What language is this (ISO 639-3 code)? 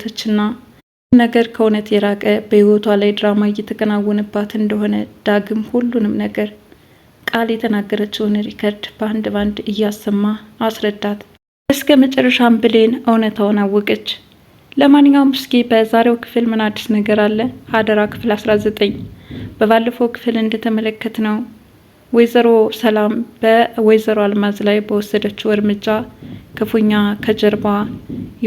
amh